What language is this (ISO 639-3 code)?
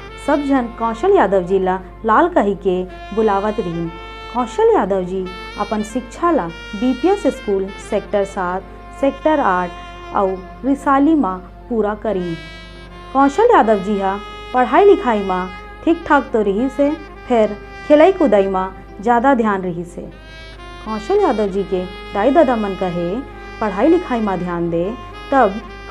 hne